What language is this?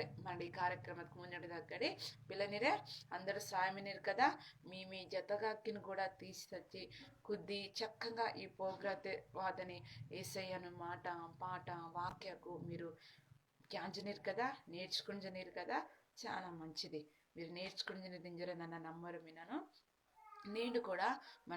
Koya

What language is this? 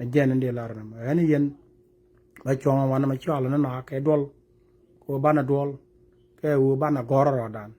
Nuer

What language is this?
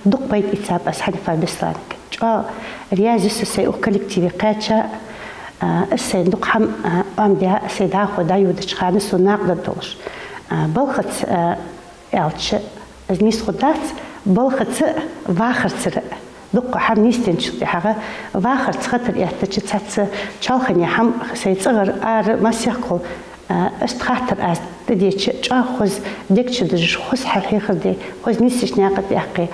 Ingush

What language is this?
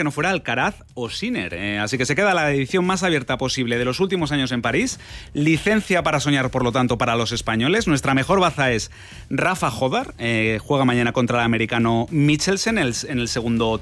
Spanish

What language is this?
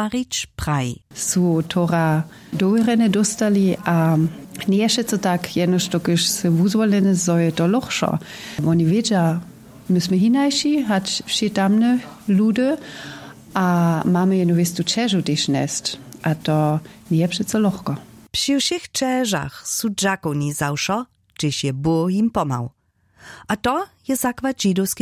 Upper Sorbian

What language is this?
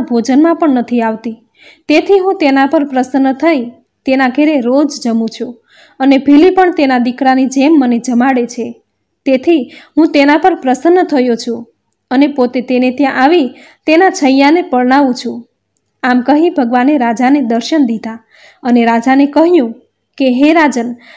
Gujarati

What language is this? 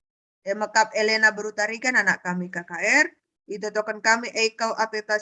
Batak Karo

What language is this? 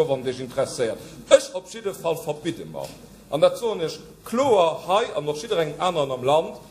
Luxembourgish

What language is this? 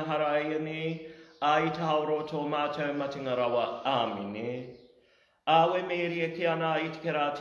Māori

